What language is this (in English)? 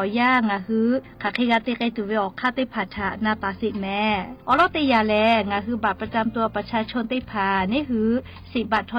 Lahu